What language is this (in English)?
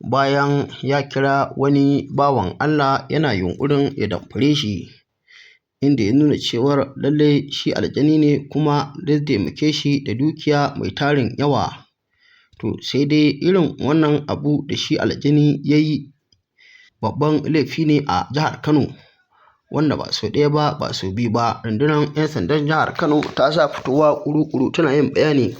Hausa